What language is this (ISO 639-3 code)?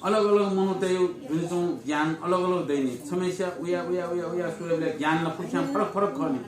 new